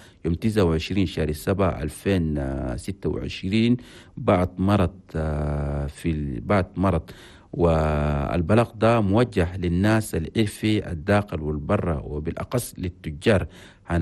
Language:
Chadian Arabic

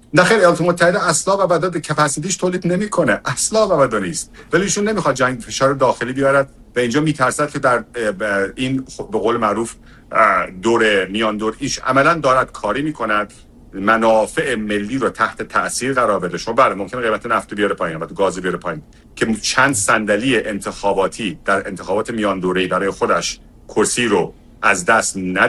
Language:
Persian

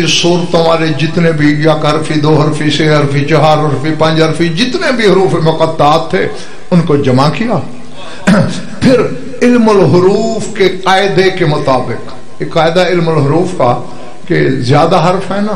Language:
Urdu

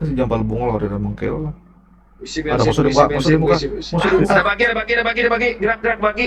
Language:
Banjar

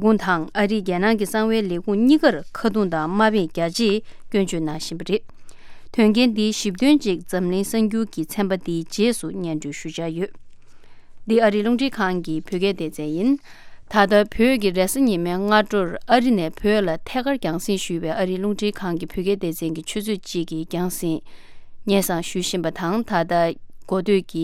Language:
Tibetan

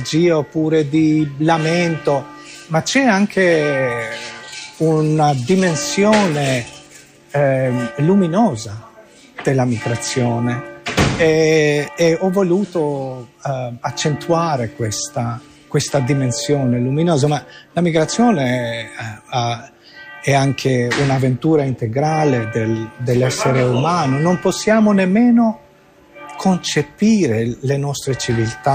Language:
Italian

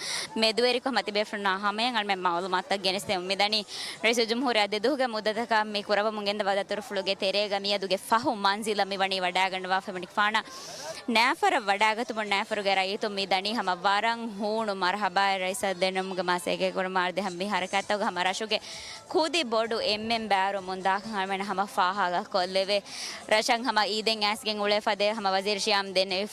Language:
Divehi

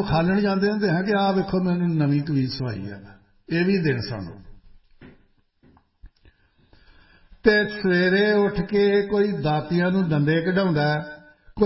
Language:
Punjabi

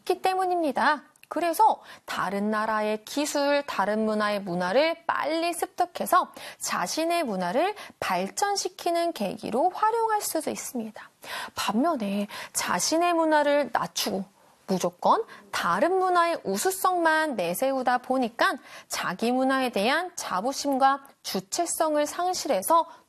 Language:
Korean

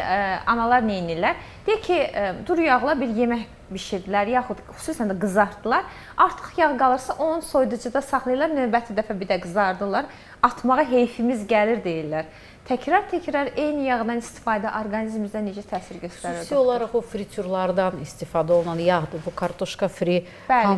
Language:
Azerbaijani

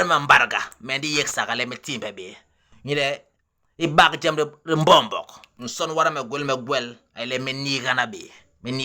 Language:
Basaa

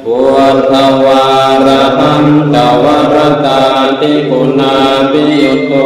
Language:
Pali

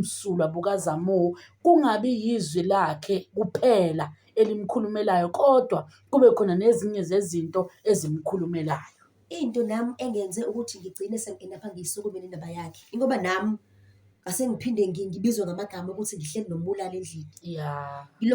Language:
Zulu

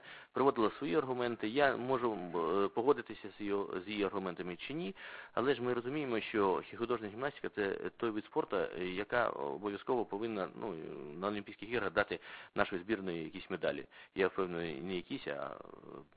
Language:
Ukrainian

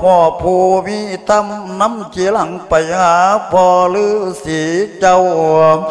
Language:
Lao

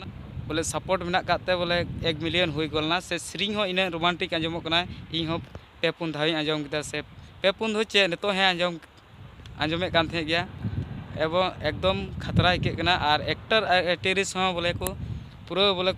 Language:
Santali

